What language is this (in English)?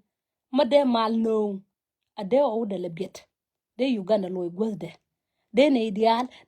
Nuer